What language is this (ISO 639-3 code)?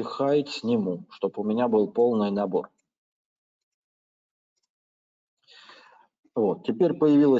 rus